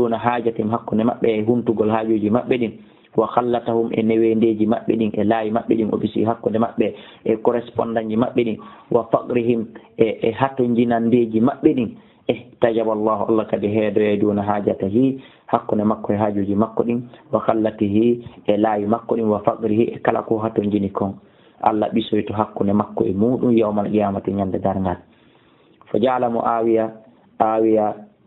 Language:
Fula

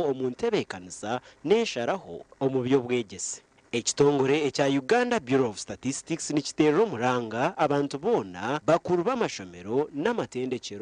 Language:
Nyankole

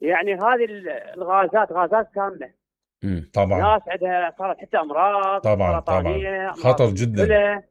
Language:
Mesopotamian Arabic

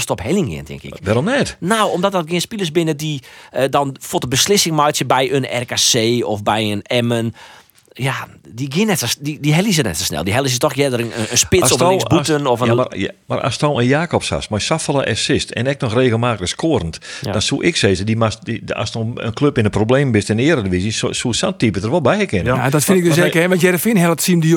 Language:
Western Frisian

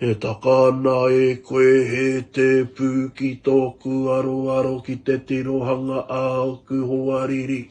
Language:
Māori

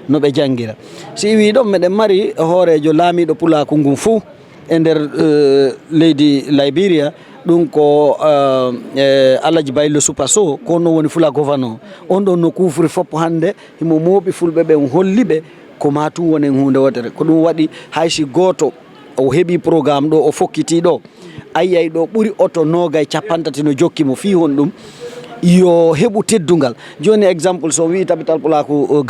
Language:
Fula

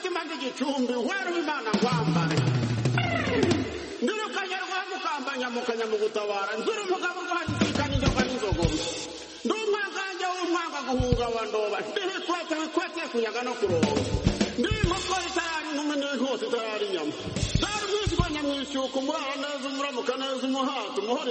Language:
Kinyarwanda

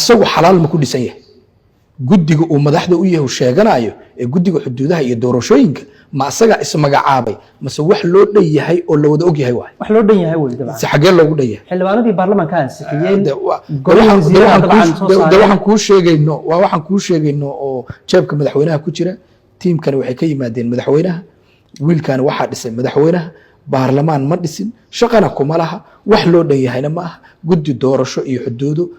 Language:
Somali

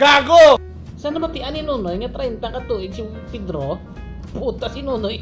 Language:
Hiligaynon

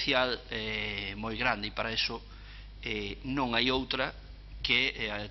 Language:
Galician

